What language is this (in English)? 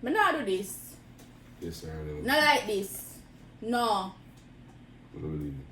Jamaican Creole English